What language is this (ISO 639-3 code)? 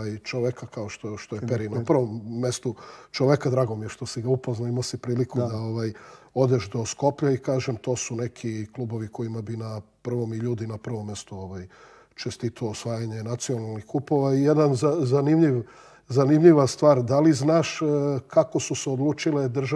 srp